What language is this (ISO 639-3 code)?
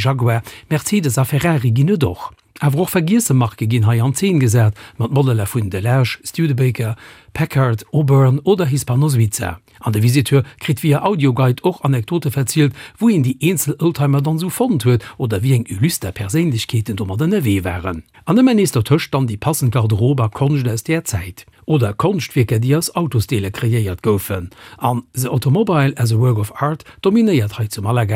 ltz